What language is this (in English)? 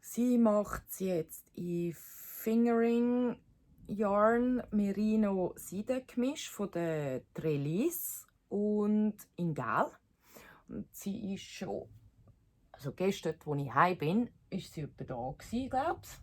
Swiss German